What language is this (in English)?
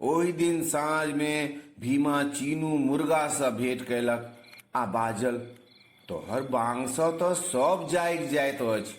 Maithili